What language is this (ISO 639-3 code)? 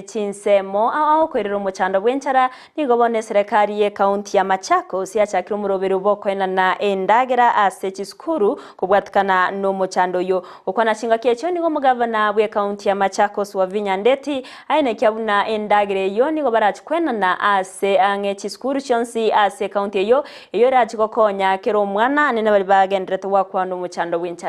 guz